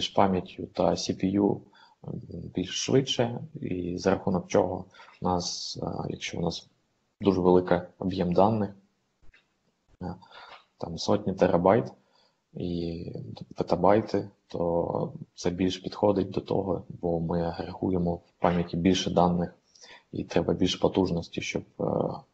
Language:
Ukrainian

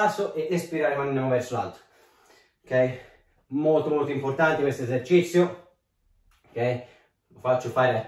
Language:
Italian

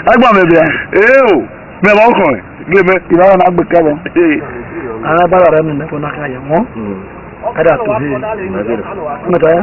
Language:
Esan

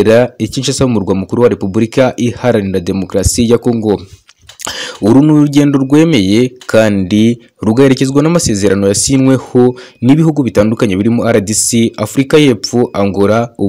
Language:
Kinyarwanda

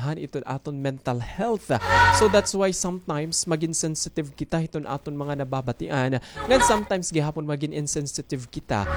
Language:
Waray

